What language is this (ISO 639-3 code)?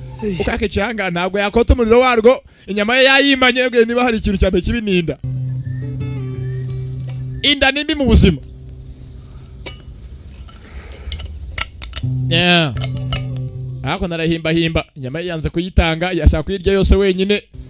kin